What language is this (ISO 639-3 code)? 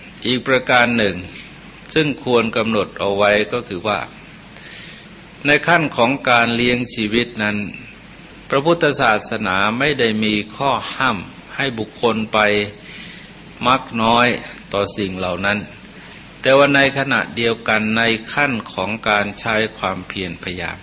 tha